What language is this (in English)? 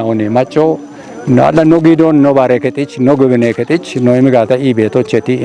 Kafa